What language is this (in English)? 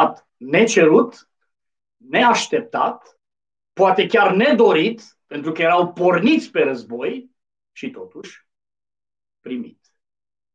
Romanian